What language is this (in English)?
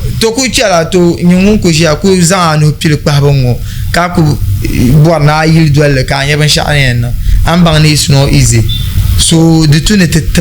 Dagbani